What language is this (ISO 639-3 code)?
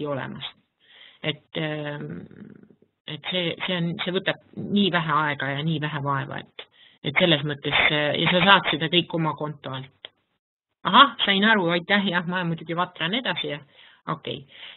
est